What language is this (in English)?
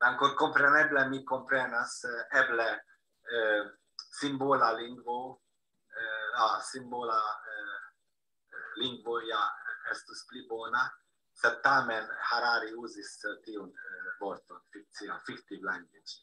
Esperanto